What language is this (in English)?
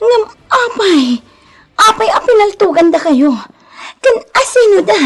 Iloko